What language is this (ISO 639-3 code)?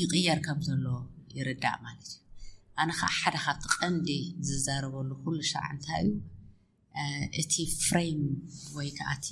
tir